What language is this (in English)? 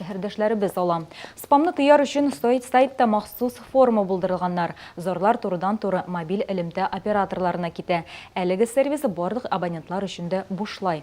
Tatar